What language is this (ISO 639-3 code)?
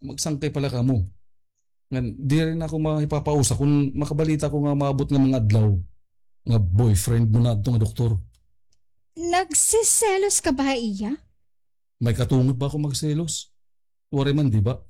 war